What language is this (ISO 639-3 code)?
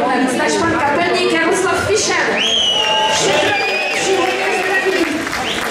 ces